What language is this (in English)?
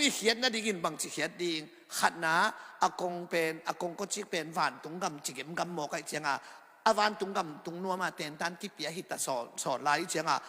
Tedim Chin